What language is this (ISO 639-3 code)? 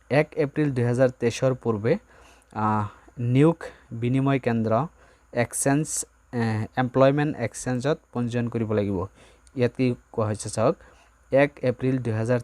asm